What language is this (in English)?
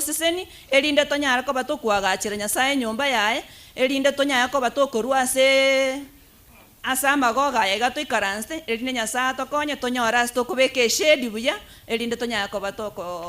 Gusii